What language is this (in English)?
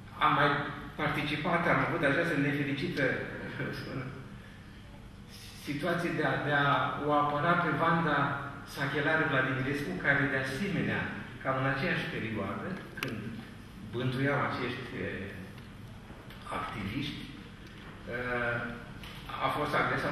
Romanian